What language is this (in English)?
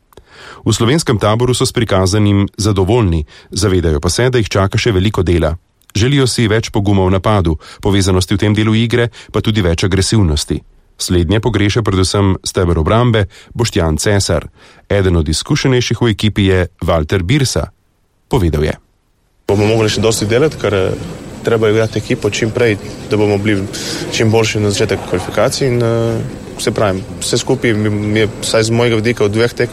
Slovenian